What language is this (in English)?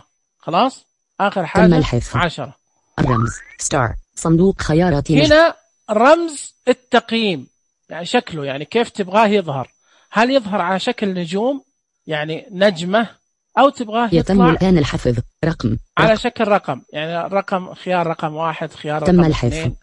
Najdi Arabic